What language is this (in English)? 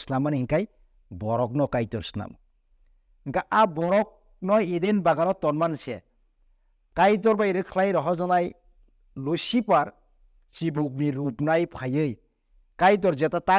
Kok Borok